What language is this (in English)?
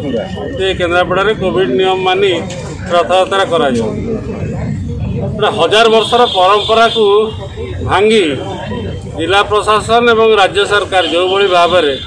Odia